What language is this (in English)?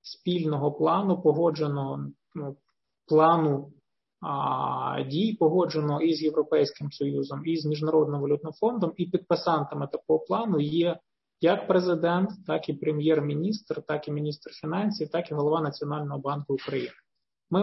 Ukrainian